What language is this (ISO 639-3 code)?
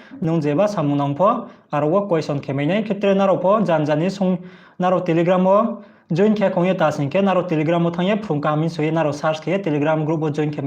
ria